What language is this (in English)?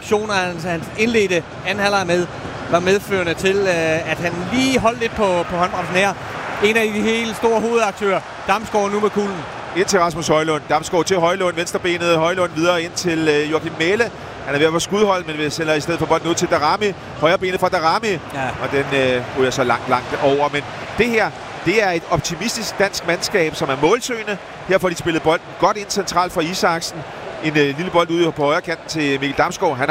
Danish